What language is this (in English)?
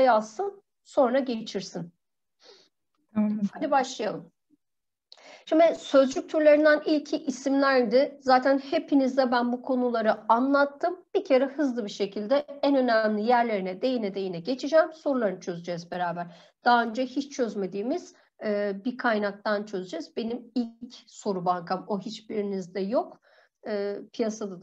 Turkish